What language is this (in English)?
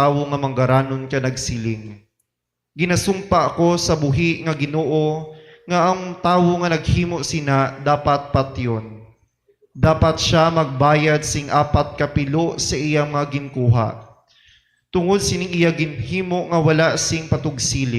Hiligaynon